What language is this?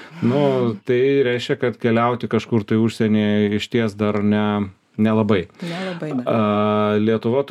Lithuanian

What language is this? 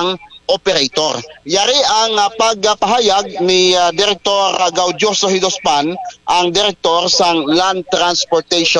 Hiligaynon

